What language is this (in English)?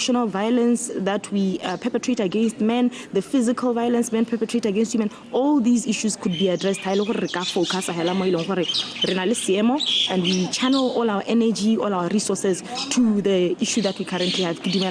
Tswana